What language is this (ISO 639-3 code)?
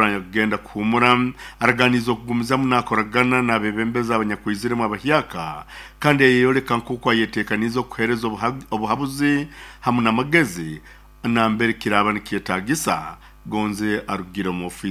nyo